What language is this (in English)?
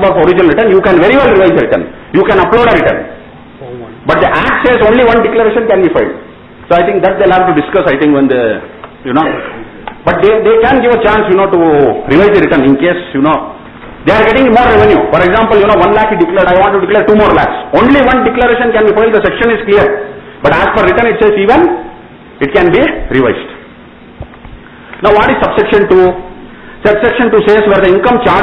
English